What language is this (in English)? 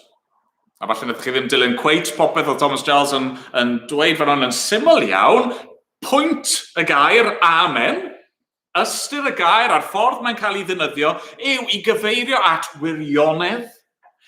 Welsh